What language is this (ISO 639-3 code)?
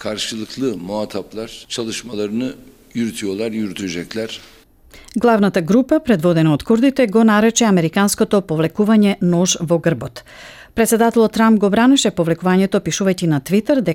mkd